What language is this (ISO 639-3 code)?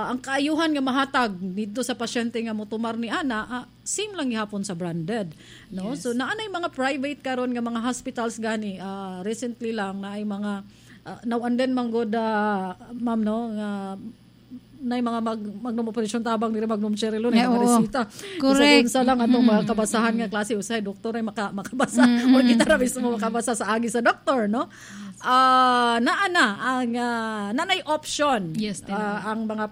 ceb